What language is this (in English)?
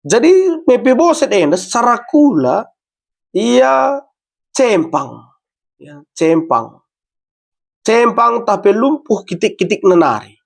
Batak Karo